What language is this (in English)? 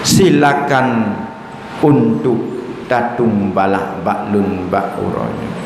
Achinese